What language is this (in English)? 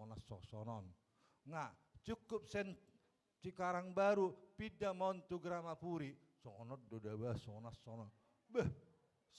Batak Toba